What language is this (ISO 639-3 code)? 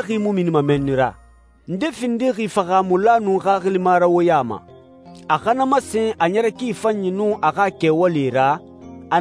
sus